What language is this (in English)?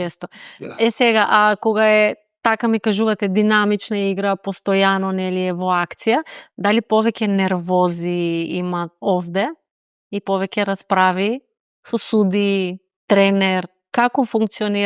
Macedonian